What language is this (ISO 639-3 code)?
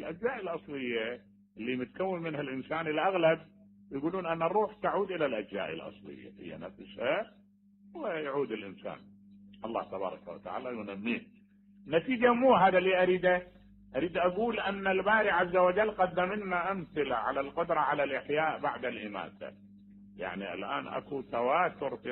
acm